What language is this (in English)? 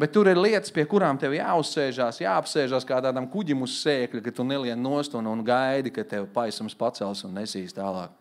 Latvian